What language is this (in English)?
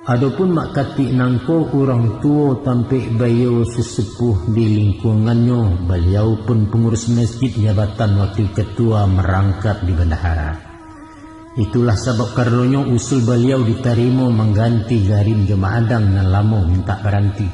Minangkabau